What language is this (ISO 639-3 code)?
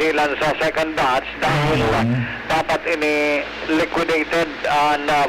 bik